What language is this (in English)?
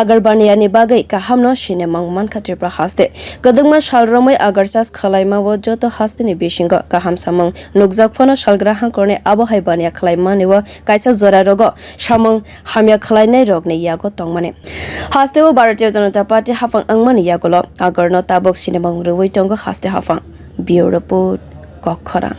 Kok Borok